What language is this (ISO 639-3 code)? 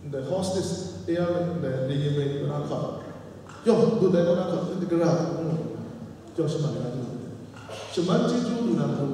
kac